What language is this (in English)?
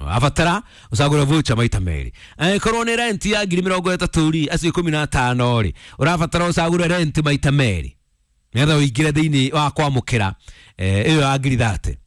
Kikuyu